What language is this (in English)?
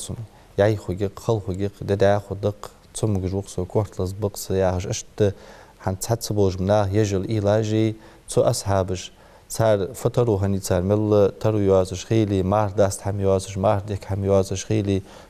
Ingush